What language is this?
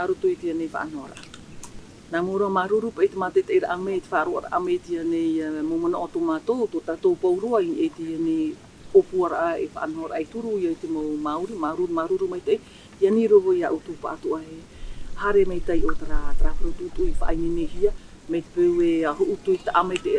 Tahitian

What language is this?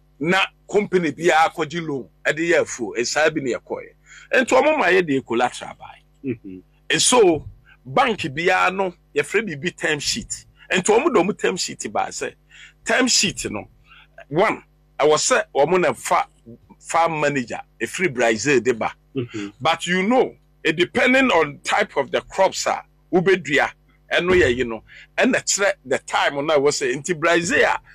Akan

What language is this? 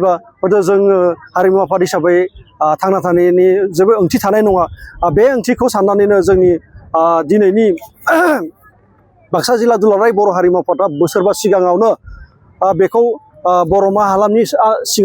Bodo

